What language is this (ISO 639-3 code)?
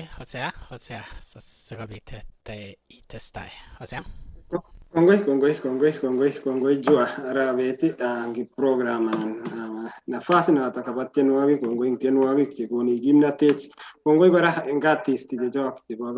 kln